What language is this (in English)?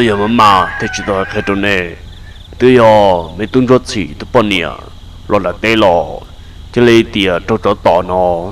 Hmong